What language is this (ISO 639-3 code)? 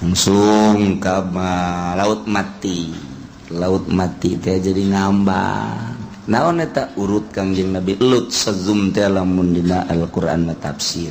sun